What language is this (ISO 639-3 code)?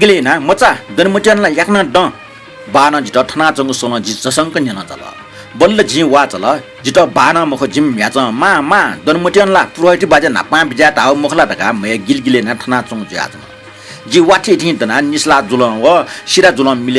new